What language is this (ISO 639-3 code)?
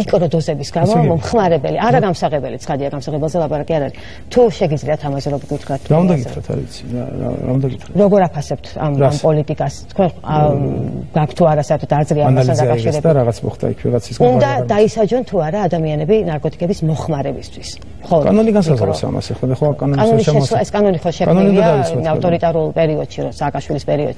kat